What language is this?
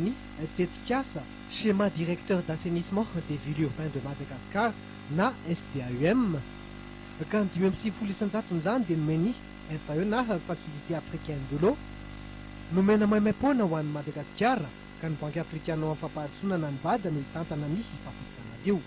Malagasy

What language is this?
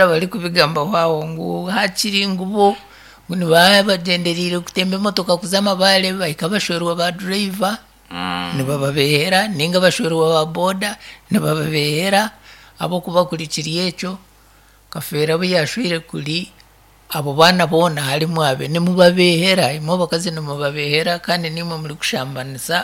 Nyankole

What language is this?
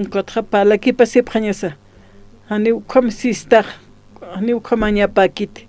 Aymara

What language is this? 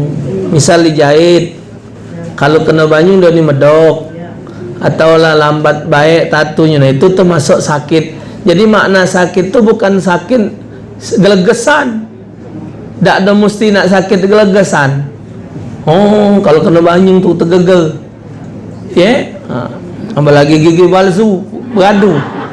Musi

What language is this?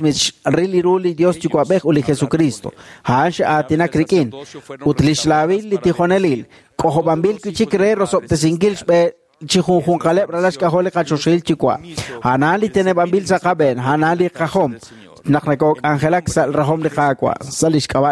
Kekchí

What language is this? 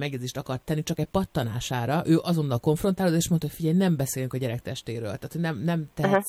Hungarian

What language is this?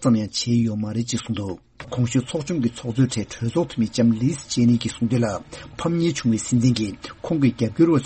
Tibetan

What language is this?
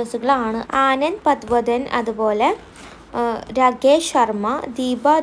Malayalam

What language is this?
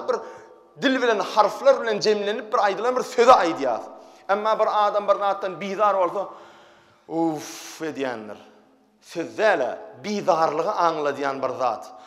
Turkmen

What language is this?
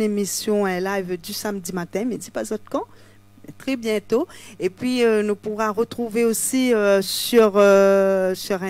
Réunion Creole French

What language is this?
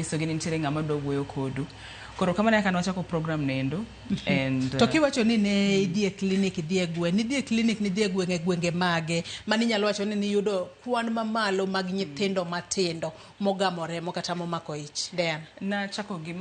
Luo (Kenya and Tanzania)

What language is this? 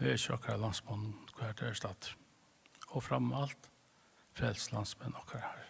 Faroese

